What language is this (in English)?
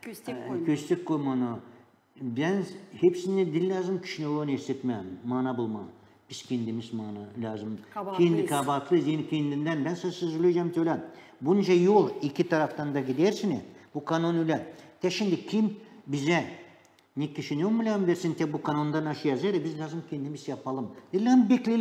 Gagauz